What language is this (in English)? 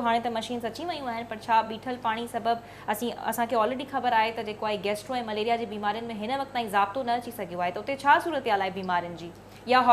Sindhi